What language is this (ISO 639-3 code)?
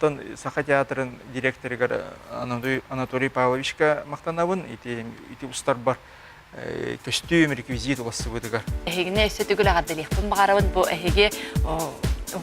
sah